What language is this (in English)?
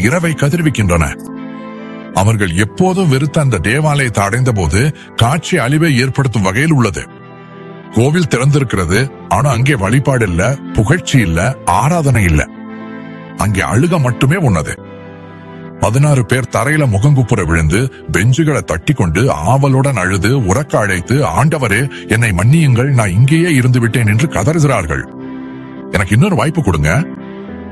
Tamil